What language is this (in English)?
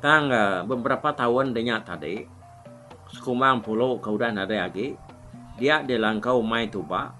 Iban